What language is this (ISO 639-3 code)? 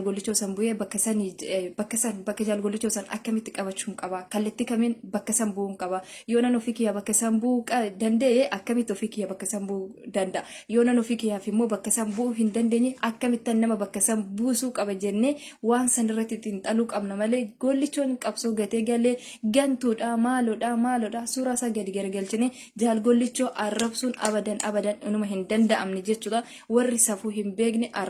orm